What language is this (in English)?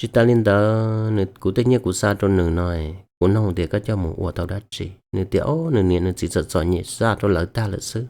Hmong